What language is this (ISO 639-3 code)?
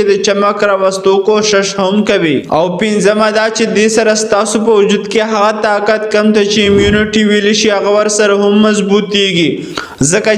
pus